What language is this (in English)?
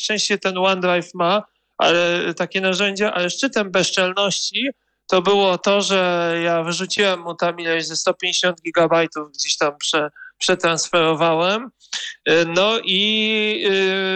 Polish